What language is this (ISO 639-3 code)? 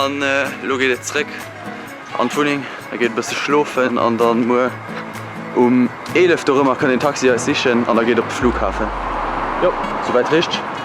ltz